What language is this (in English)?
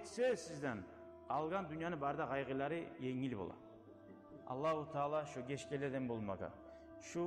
Kumyk